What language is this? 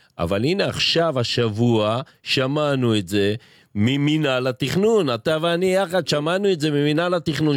Hebrew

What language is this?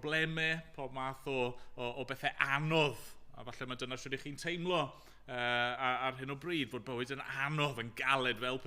Welsh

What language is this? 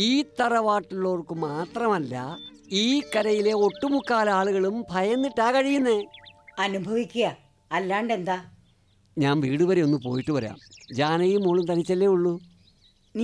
Malayalam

